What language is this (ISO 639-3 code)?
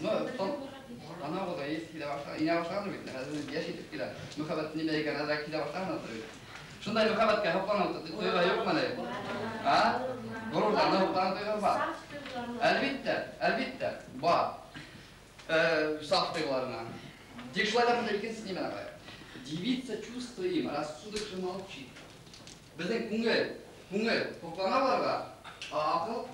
bak